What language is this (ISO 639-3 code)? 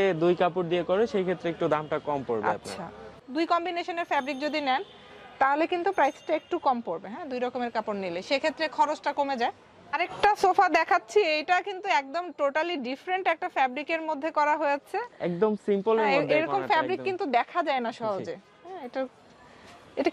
ben